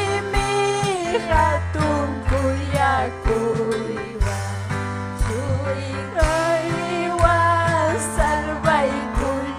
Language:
Ayacucho Quechua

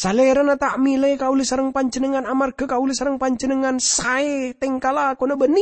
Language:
Madurese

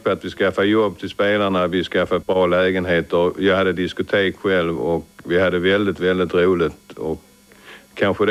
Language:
Swedish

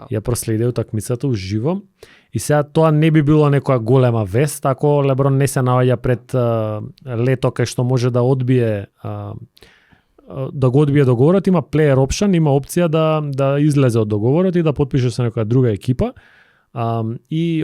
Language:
Macedonian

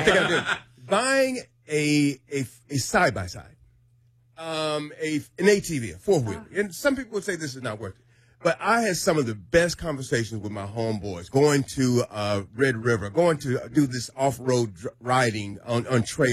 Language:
English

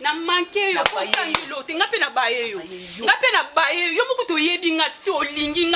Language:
Lingala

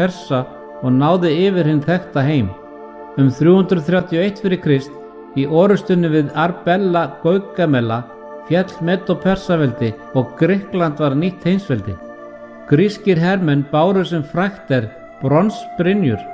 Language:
Icelandic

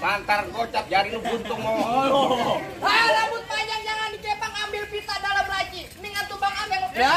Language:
Betawi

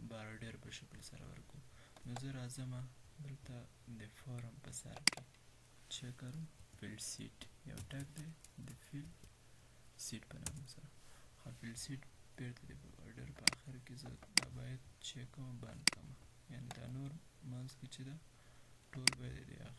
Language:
Pashto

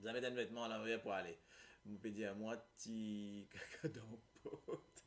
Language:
Morisyen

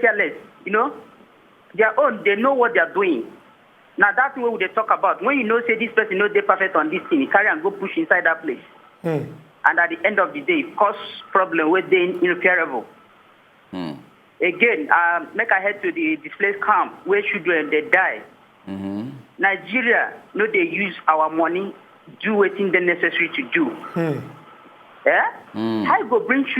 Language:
Nigerian Pidgin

